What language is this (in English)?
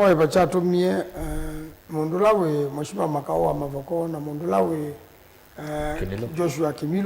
Kamba